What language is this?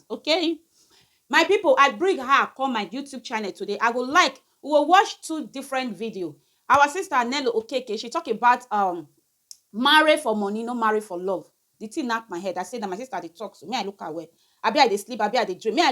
Nigerian Pidgin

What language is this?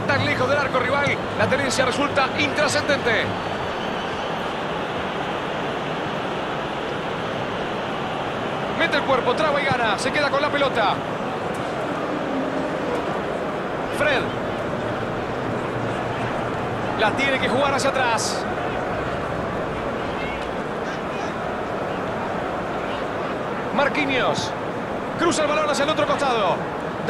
Spanish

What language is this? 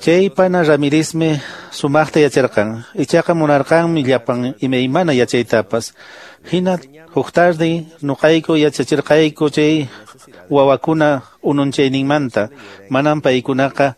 Quechua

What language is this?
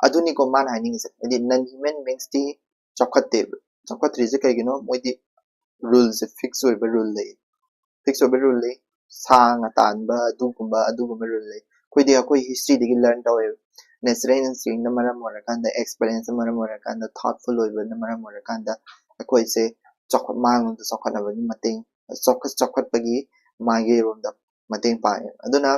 Manipuri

